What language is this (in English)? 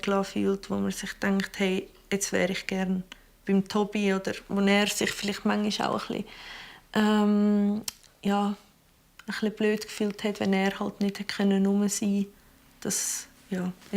Swiss German